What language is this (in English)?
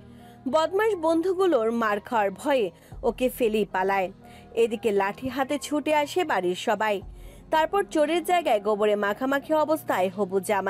Bangla